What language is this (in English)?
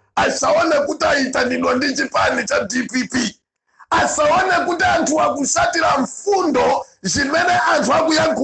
Nyanja